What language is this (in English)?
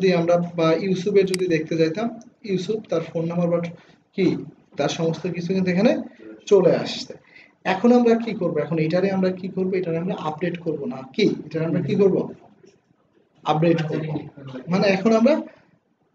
Bangla